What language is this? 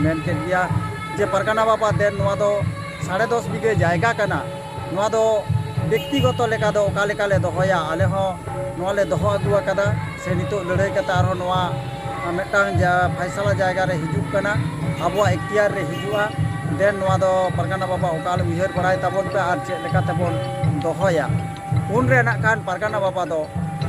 Santali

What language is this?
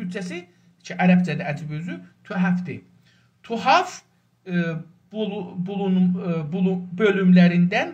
South Azerbaijani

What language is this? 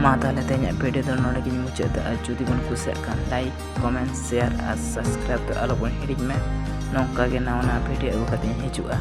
Santali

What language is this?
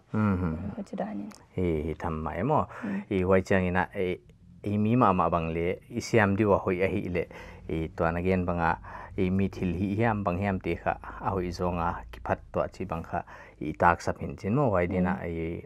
Paite Chin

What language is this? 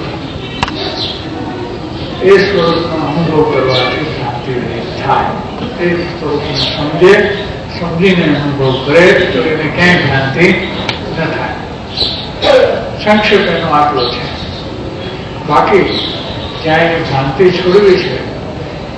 Gujarati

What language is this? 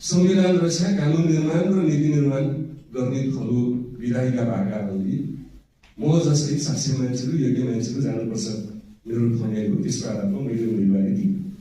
Nepali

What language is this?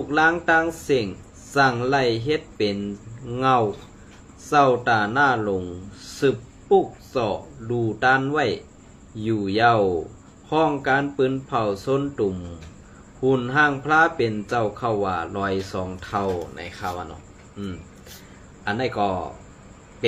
Shan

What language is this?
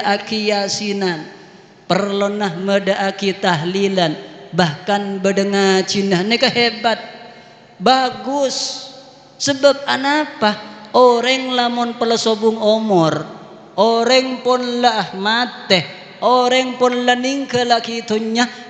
Madurese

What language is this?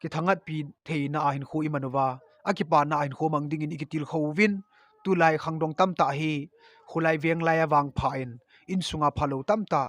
Thado Chin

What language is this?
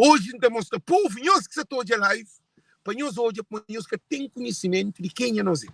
Kabuverdianu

